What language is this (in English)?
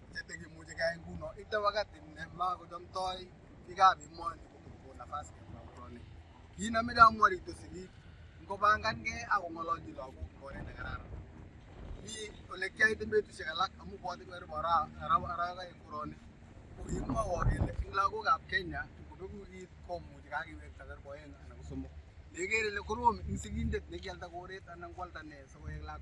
Kalenjin